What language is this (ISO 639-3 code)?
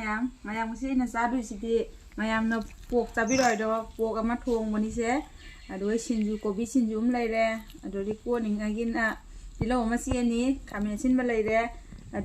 mni